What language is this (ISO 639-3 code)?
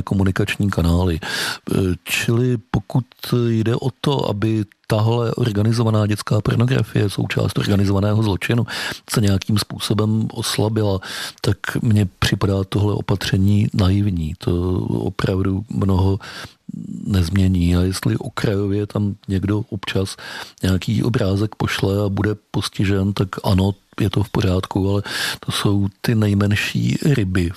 ces